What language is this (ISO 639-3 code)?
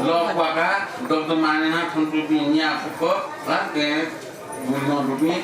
new